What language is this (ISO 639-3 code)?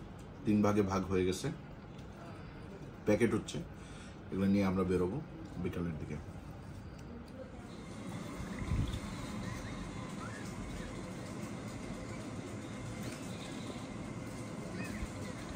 ben